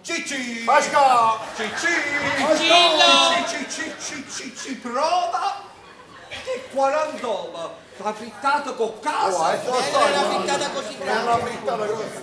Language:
Neapolitan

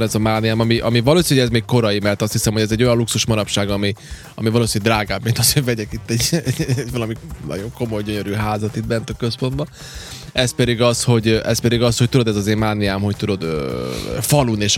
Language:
Hungarian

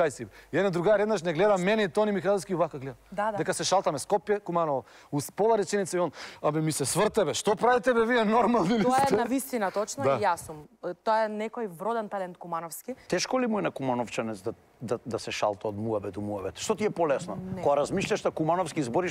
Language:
Macedonian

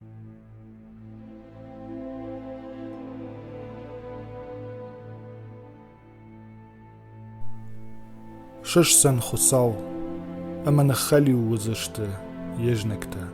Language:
Ossetic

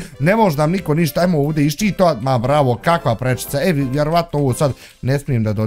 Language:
Bosnian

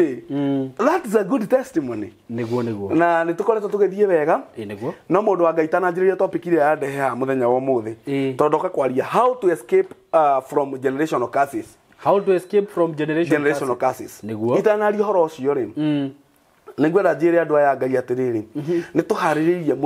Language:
Kikuyu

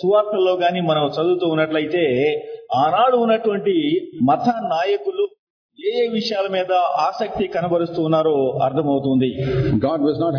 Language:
Telugu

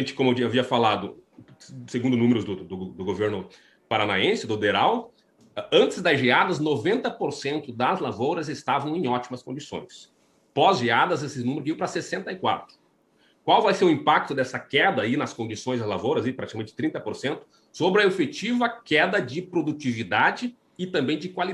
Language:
Portuguese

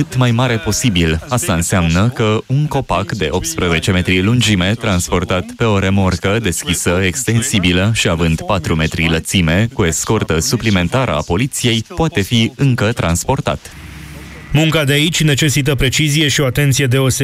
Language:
Romanian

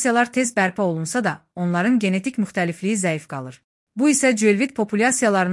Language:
Azerbaijani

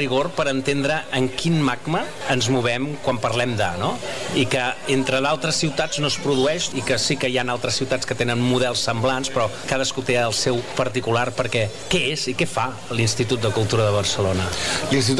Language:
Catalan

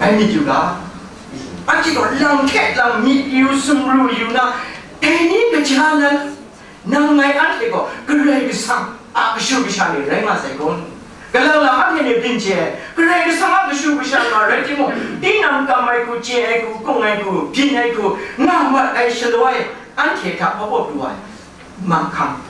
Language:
Kachin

